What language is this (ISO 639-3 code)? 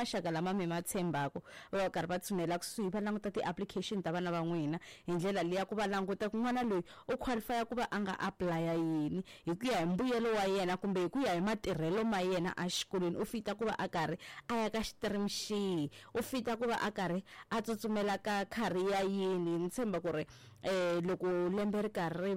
tso